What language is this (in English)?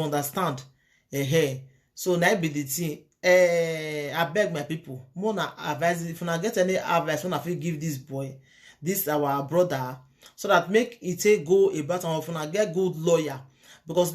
Nigerian Pidgin